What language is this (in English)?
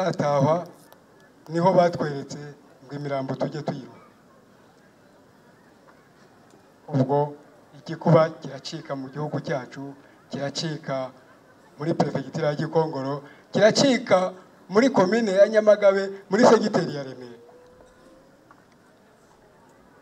Kinyarwanda